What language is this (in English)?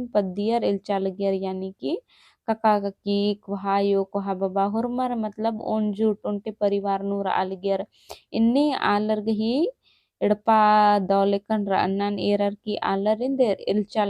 Kurukh